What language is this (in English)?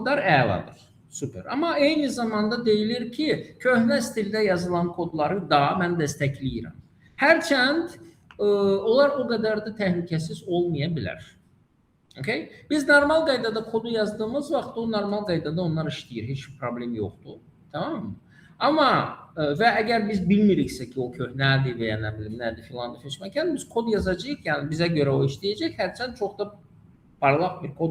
Azerbaijani